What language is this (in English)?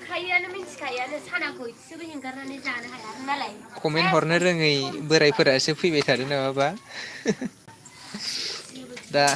Bodo